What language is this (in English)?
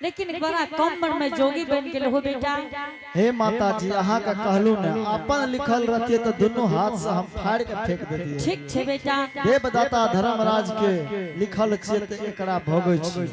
Angika